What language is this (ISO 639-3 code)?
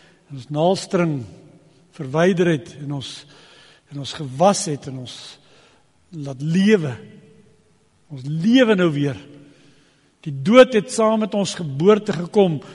afr